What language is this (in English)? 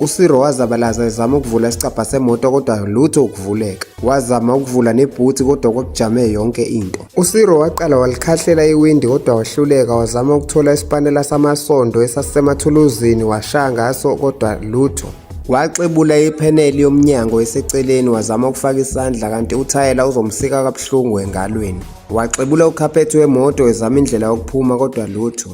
Zulu